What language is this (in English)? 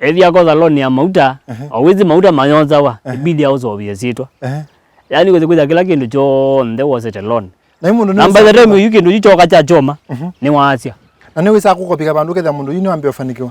Kamba